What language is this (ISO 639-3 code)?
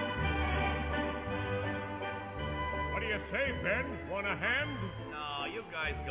eng